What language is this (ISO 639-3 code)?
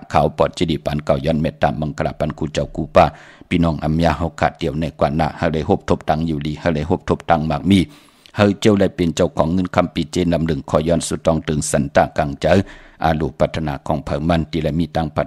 shn